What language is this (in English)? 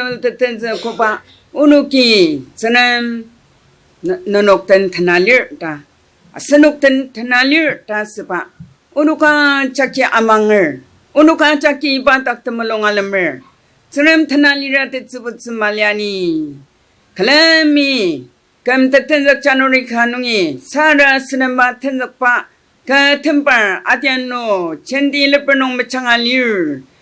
Ao Naga